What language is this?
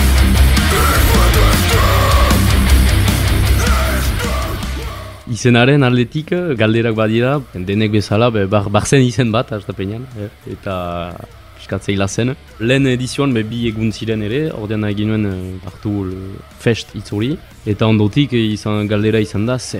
Basque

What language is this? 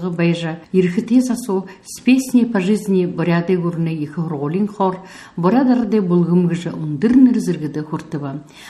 Buriat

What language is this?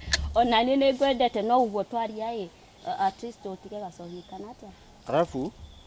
Kikuyu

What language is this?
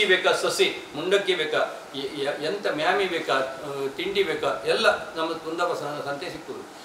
Kannada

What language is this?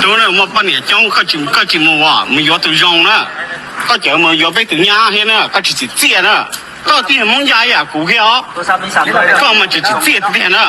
Hmong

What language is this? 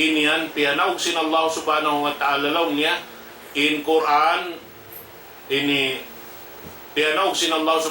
Tausug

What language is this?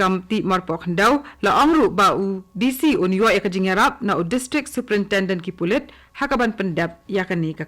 Khasi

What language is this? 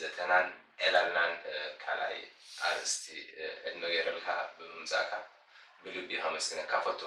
Tigrinya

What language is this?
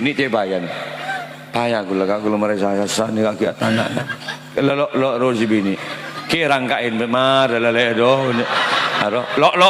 Madurese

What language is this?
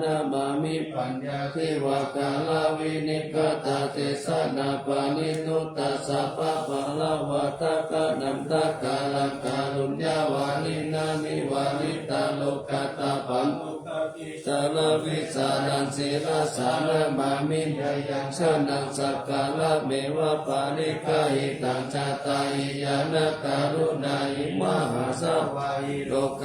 Pali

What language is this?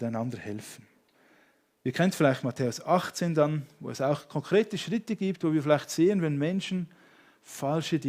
Swiss German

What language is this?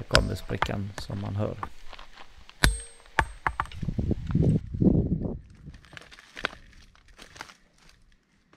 Swedish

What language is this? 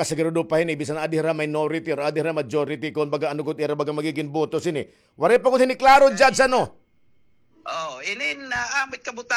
Waray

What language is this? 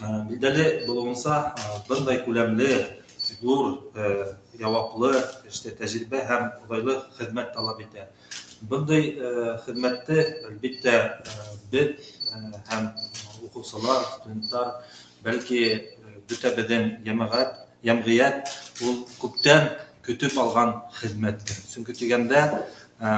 Bashkir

